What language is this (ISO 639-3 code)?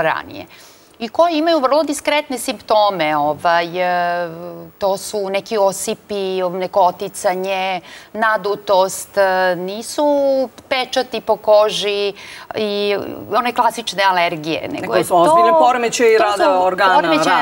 srp